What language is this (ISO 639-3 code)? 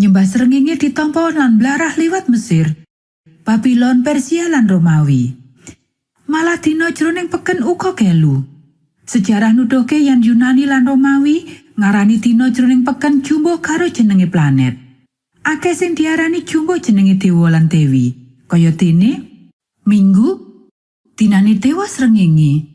jav